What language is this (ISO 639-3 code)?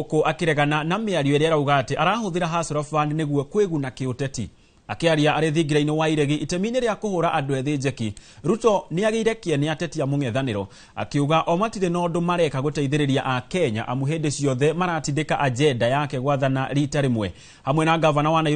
kik